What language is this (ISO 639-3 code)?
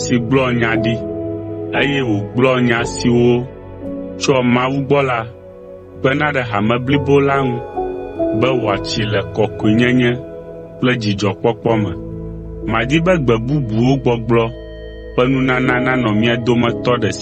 ewe